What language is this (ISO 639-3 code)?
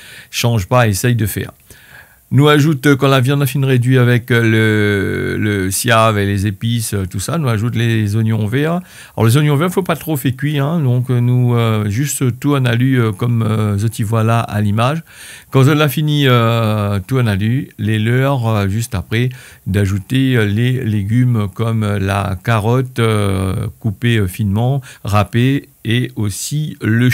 rcf